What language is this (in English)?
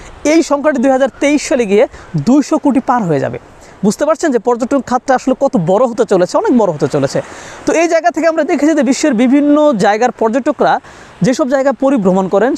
Bangla